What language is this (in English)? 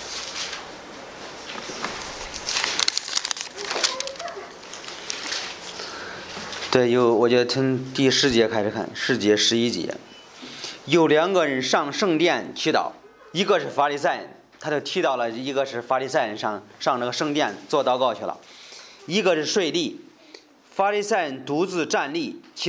Chinese